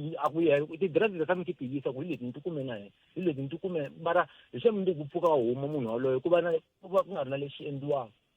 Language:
Tsonga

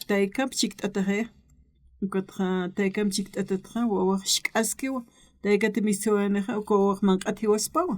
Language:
Aymara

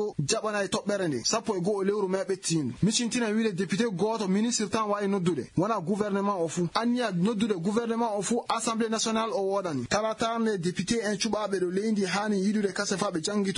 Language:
Fula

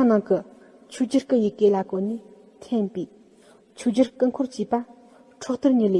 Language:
Tibetan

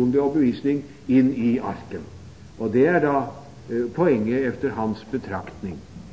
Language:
Norwegian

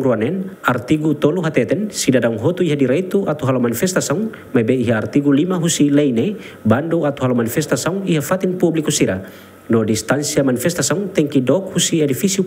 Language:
Tetum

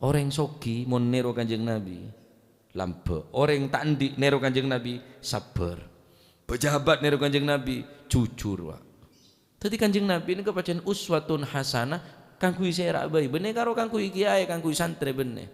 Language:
Madurese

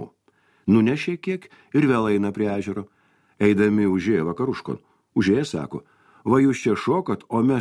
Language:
Lithuanian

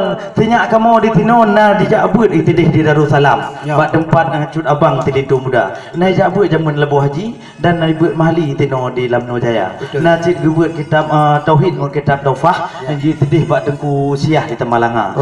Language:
Achinese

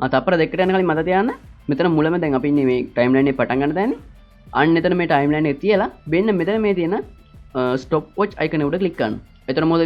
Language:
Sinhala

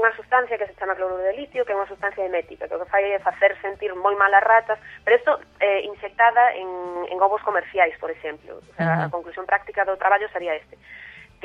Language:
Galician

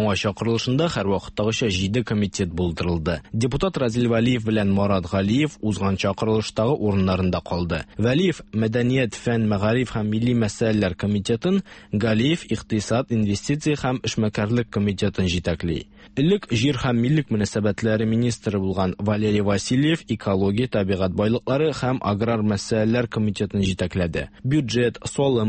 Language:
Tatar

